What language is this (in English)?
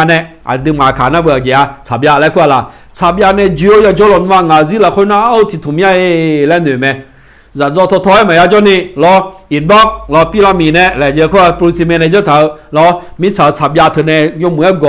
Akha